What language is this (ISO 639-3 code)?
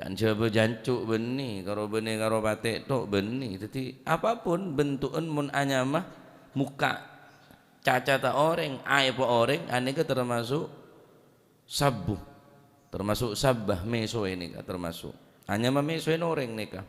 mad